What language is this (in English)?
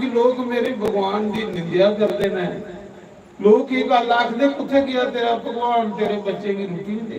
Dogri